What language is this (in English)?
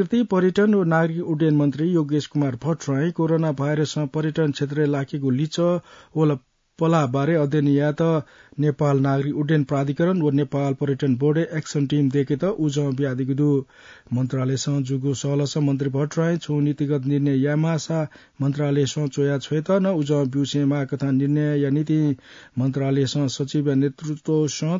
Newari